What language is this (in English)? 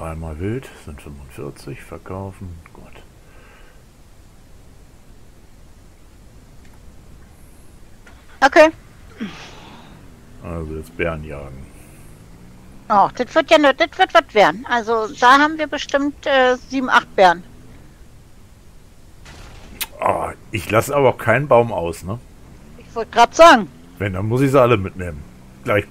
German